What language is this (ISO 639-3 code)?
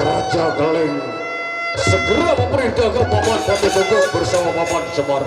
sas